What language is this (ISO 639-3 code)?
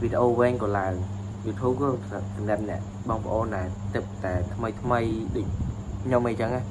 khm